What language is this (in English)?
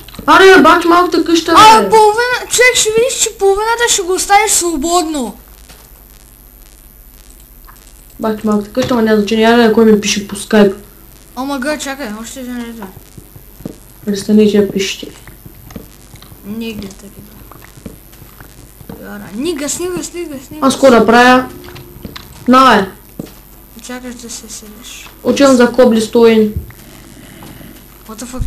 Bulgarian